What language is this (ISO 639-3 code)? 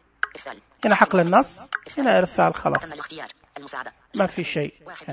ars